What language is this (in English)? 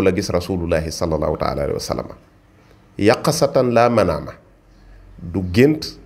Wolof